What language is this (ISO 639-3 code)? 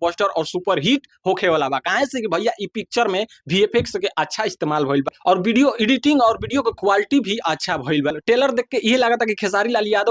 bho